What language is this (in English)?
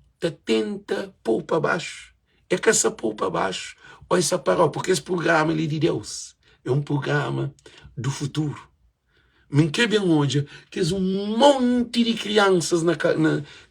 Kabuverdianu